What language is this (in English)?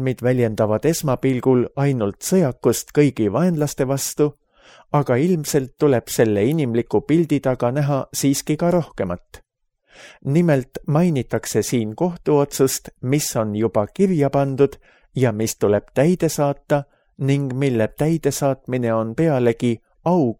Estonian